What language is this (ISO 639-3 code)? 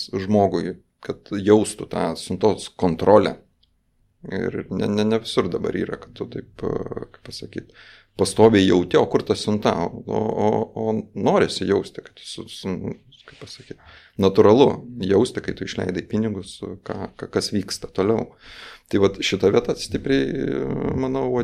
lit